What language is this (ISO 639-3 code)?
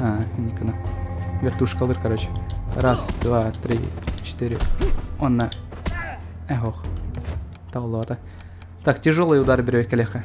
sah